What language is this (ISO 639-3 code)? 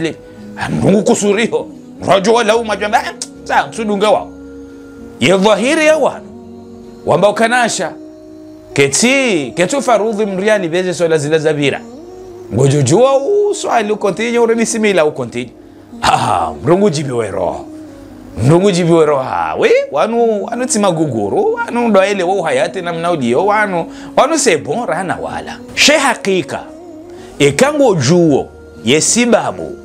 zdj